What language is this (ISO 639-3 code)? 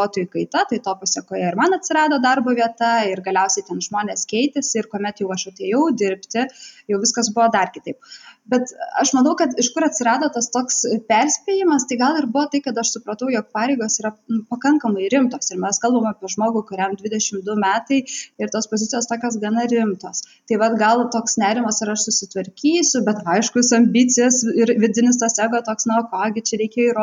lit